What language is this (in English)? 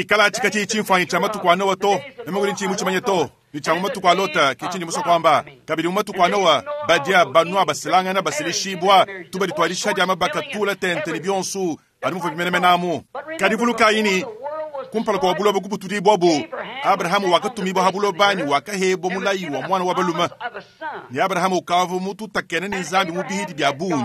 Luba-Lulua